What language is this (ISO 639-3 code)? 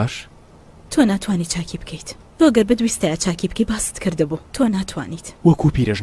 ckb